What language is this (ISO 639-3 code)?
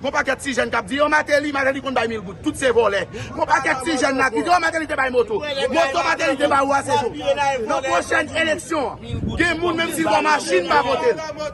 hat